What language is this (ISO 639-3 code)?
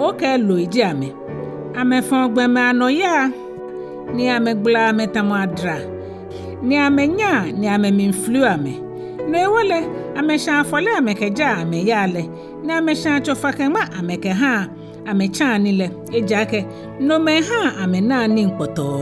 gaa